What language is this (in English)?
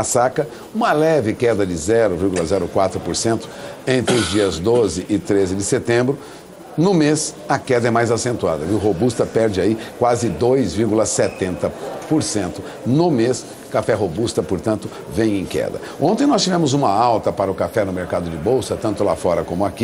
Portuguese